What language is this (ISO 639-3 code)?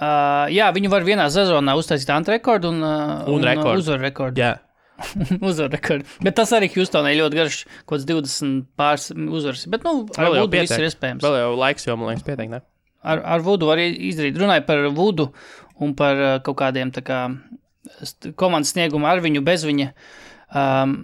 lav